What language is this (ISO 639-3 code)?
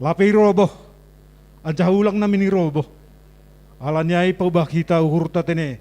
bts